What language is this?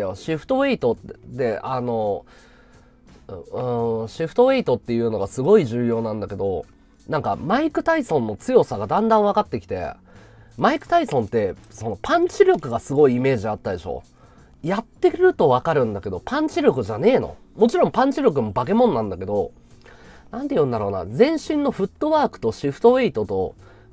Japanese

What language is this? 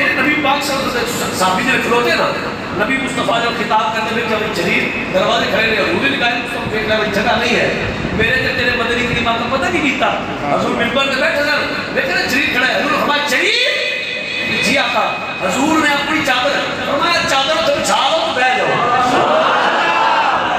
Urdu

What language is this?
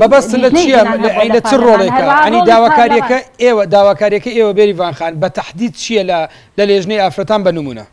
Central Kurdish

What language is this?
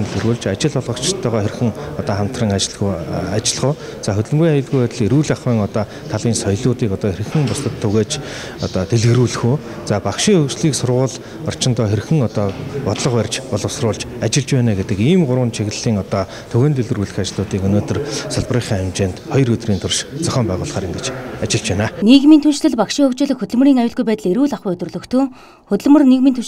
Mongolian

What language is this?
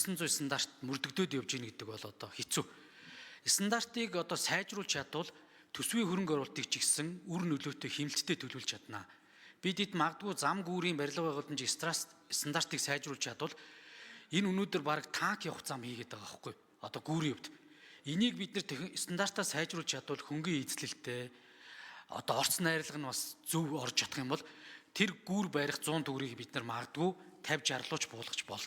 Mongolian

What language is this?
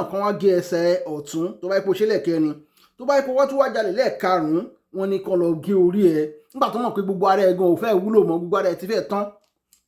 Yoruba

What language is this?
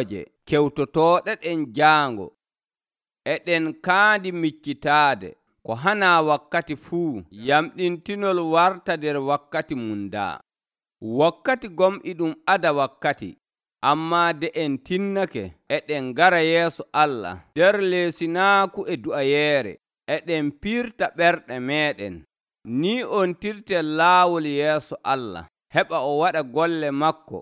Nigerian Fulfulde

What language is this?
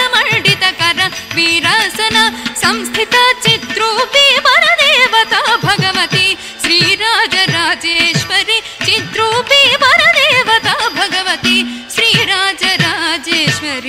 Sanskrit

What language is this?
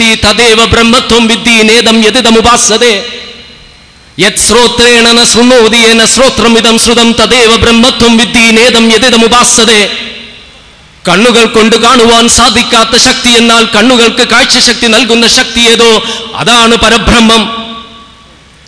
Malayalam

